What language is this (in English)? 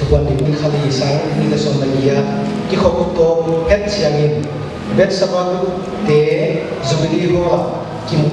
Paite Chin